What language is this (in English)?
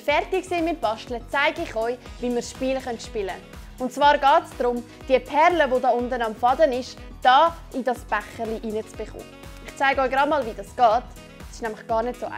Swiss German